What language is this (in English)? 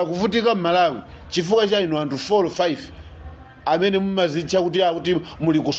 Nyanja